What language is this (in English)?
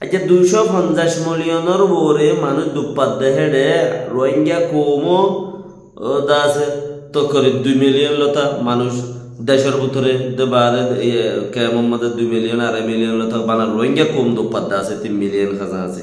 Rohingya